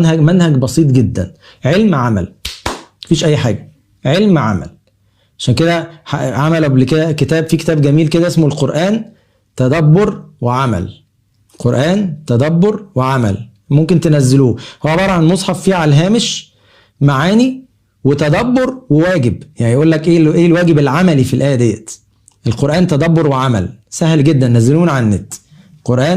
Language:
Egyptian Arabic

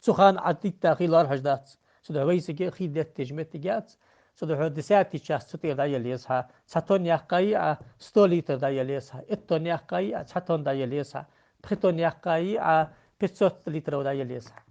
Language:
Ingush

